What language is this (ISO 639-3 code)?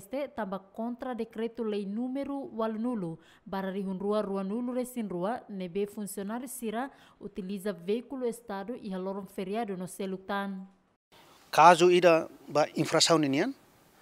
tet